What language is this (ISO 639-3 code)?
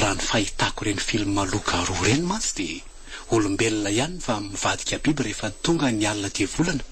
mlg